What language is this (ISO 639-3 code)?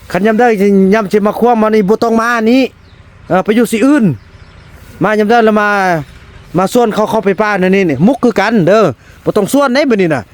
tts